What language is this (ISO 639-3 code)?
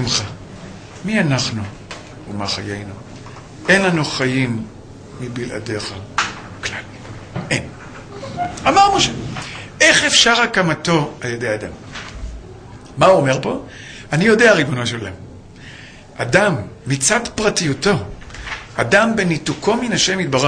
heb